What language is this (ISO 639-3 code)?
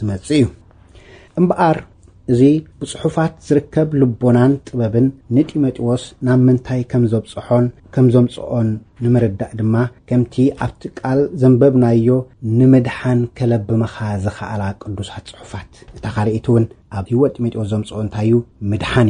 tir